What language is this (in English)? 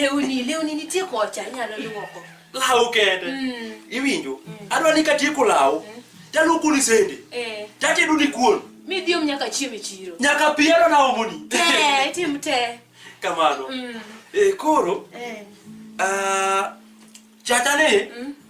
Luo (Kenya and Tanzania)